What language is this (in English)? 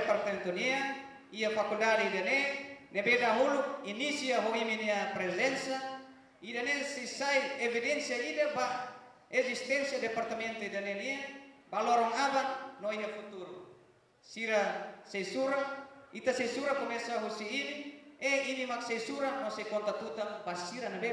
Tetum